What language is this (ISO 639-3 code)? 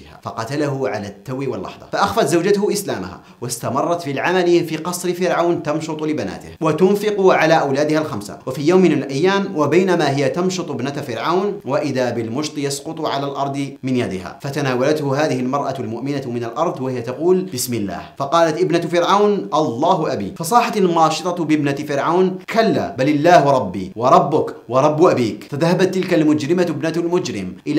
ara